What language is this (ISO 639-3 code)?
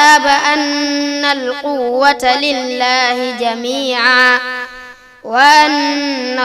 ful